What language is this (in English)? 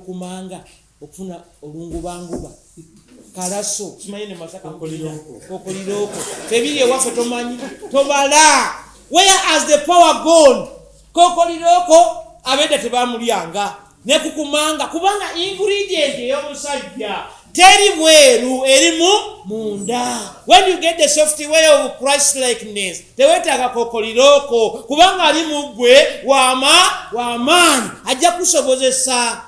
Ganda